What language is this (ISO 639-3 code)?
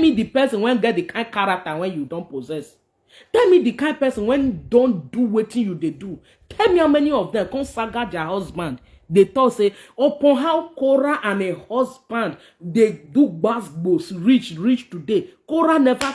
pcm